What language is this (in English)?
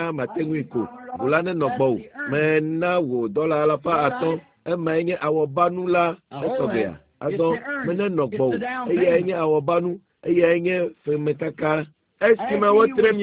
Ewe